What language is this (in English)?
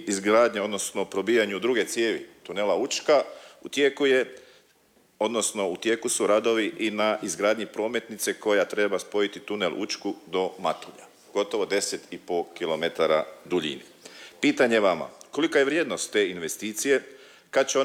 Croatian